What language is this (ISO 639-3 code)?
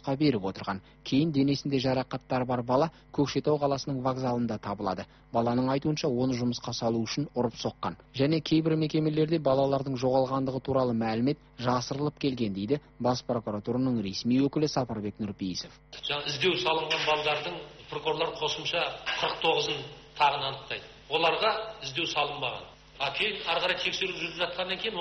kaz